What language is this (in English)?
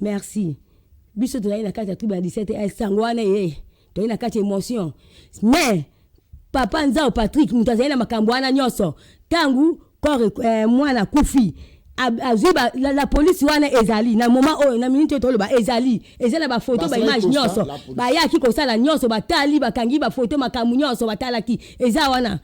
Lingala